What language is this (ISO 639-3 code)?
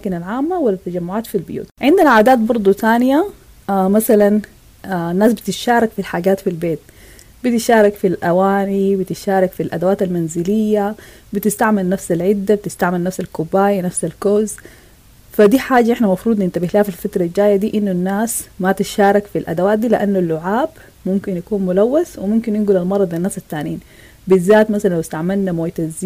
apd